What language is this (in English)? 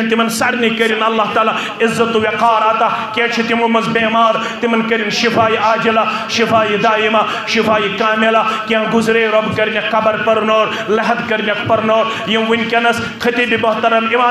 Kashmiri